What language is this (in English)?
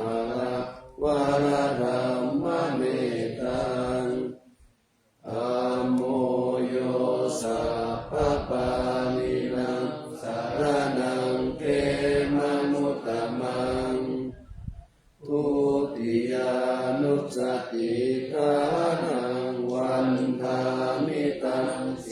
Pali